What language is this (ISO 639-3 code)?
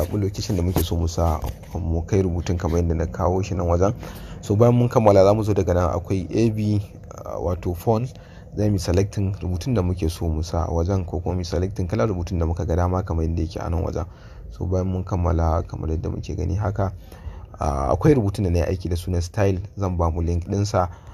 hau